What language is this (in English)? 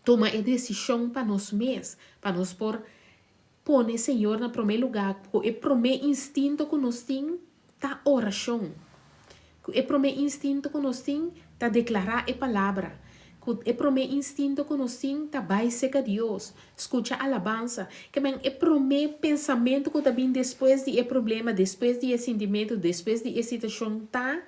Papiamento